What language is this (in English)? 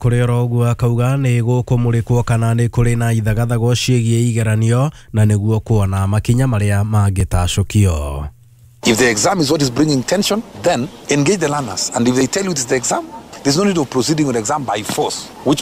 Kikuyu